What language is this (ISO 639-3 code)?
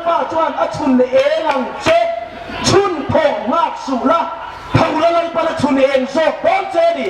hmr